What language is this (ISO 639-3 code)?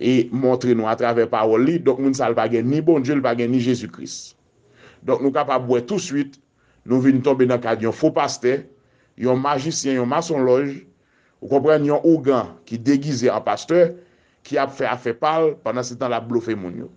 hat